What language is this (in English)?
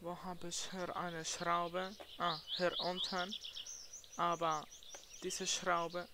Swiss German